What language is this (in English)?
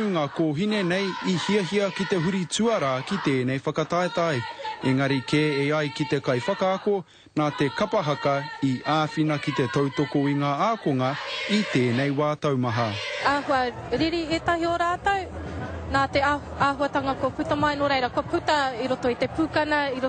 Māori